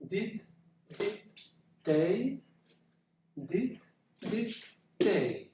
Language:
Breton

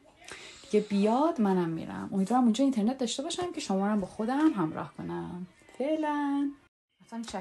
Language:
Persian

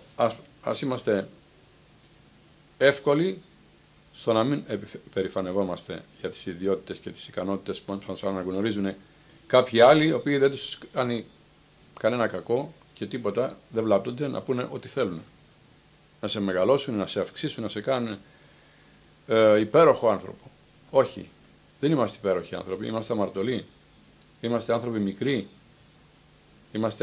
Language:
Greek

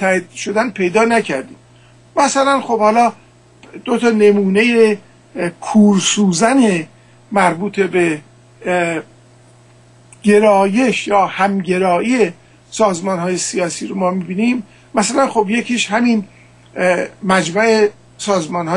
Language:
Persian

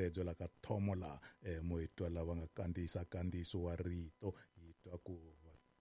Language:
Tsonga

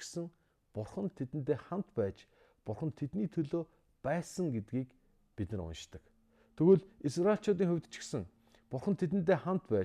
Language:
Mongolian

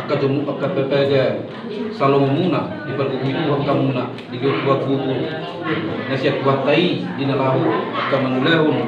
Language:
Batak Toba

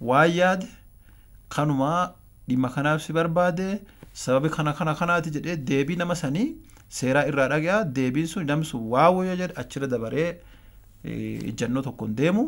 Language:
Oromo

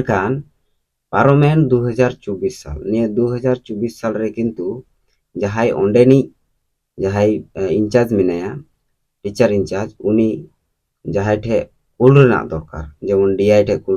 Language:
Santali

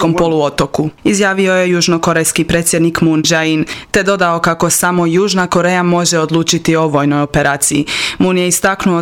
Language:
Croatian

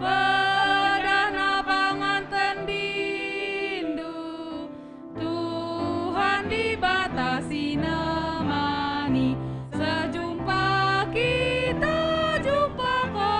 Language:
Batak Karo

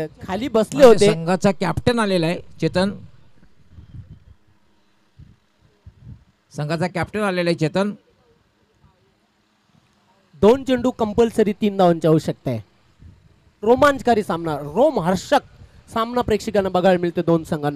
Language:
Marathi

